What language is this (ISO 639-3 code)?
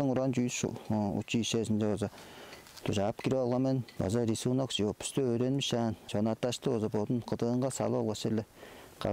tyv